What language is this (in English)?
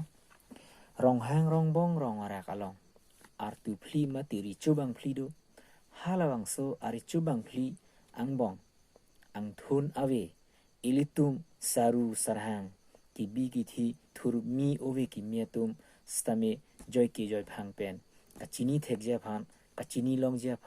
Karbi